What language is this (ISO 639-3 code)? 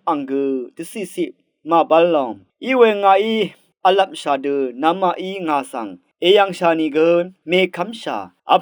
raw